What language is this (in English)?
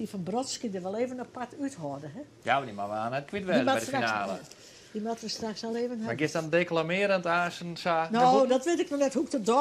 Western Frisian